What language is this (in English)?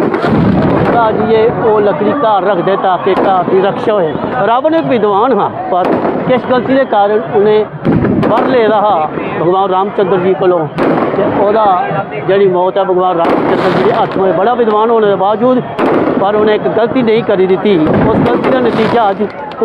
Dogri